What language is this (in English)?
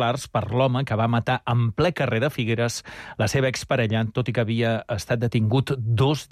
Catalan